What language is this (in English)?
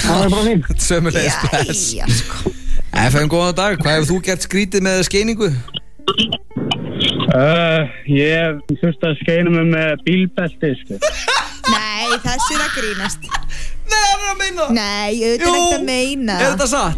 Icelandic